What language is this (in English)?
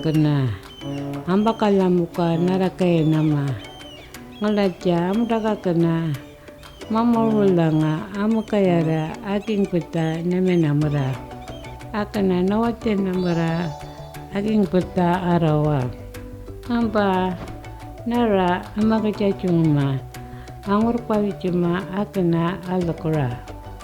Anindilyakwa